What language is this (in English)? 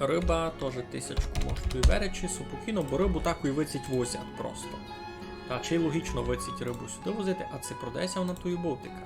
Rusyn